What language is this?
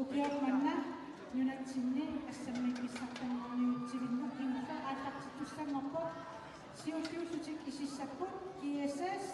Kalaallisut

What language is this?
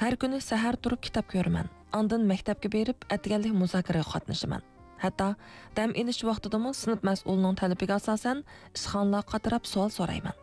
Uyghur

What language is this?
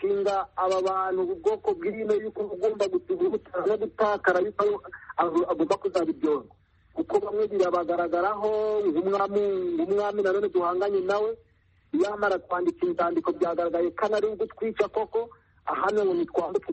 Kinyarwanda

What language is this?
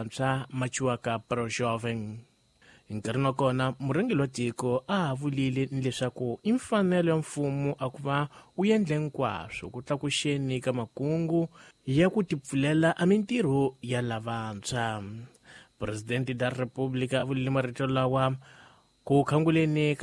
Tsonga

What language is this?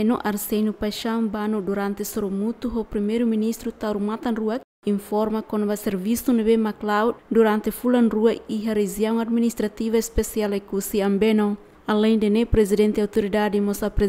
Tetum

